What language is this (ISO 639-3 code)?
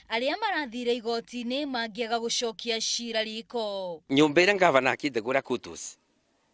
kik